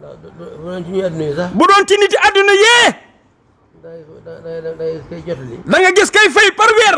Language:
Wolof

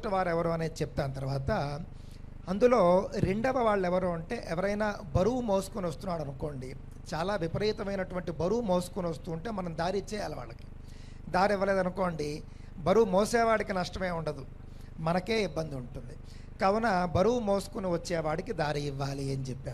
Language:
Telugu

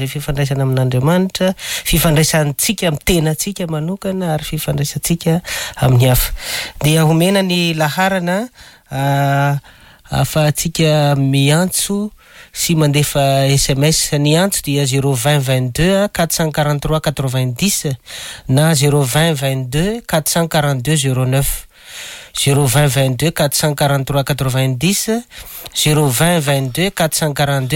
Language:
Malagasy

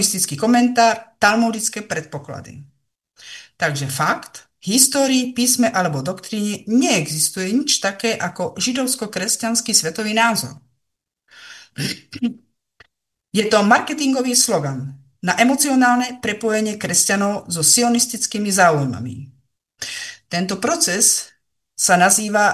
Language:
Slovak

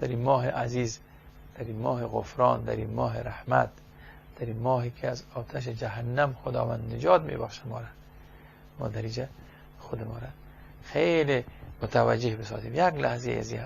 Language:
Persian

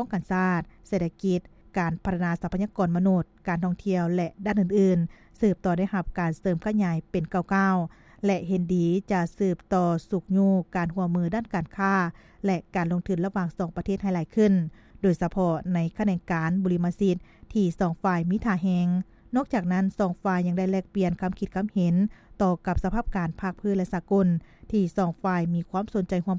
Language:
Lao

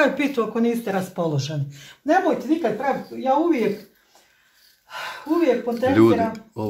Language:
Croatian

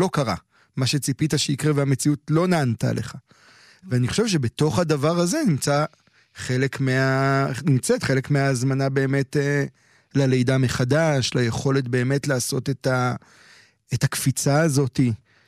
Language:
Hebrew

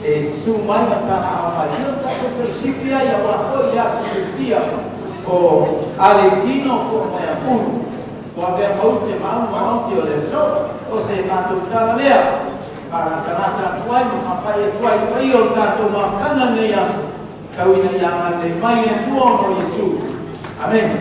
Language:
Samoan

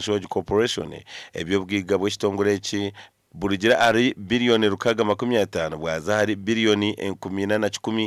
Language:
Nyankole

